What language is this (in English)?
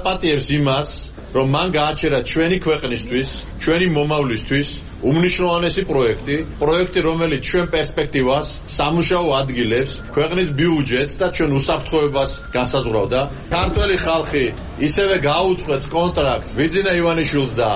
Georgian